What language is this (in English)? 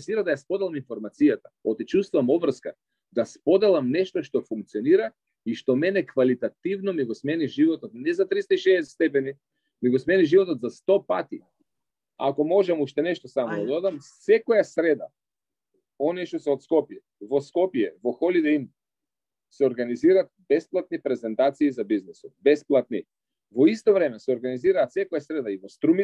Macedonian